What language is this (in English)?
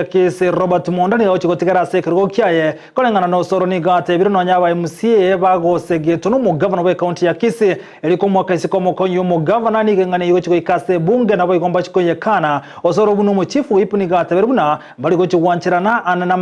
Gusii